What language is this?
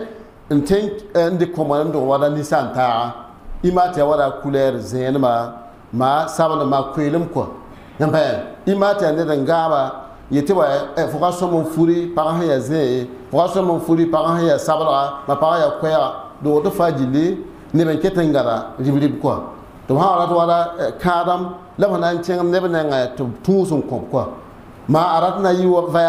Mossi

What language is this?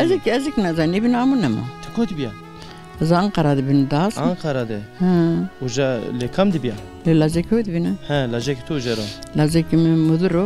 Zaza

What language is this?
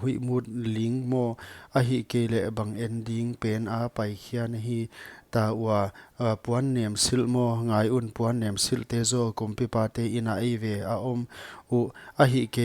Paite Chin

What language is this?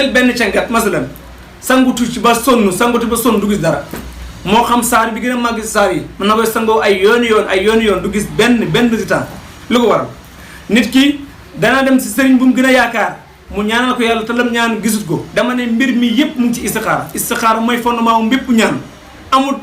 Wolof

